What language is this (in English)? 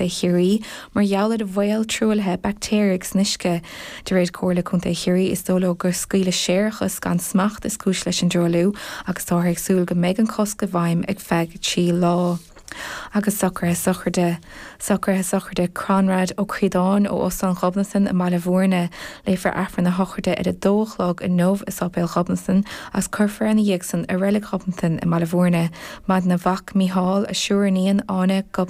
Irish